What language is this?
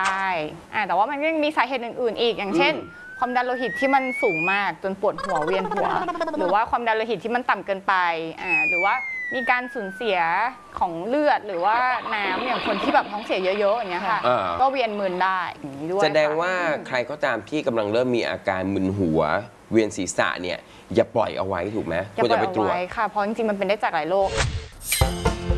Thai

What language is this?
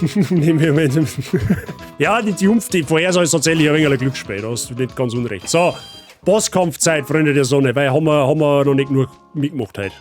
Bavarian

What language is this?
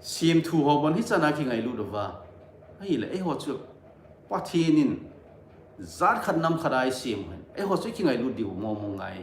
Thado Chin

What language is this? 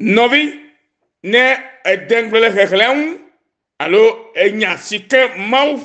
Ewe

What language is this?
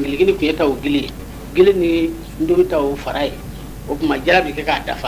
Bambara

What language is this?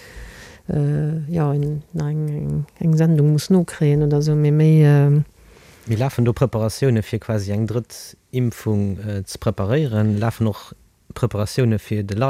Luxembourgish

